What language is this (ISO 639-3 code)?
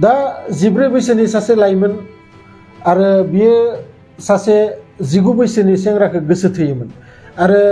brx